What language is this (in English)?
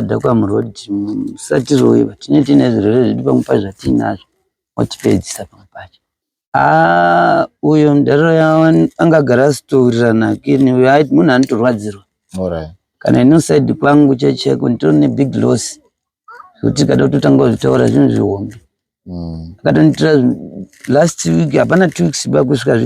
Shona